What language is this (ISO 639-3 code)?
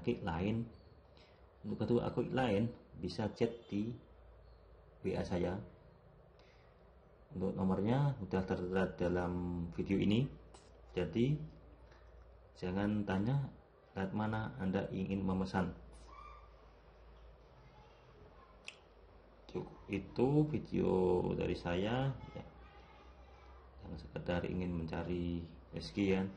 ind